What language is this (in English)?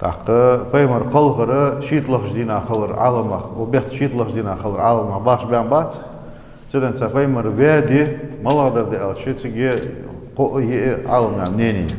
Ingush